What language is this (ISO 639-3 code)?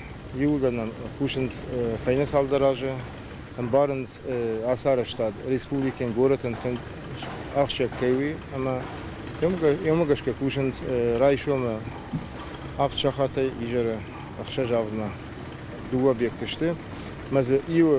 oss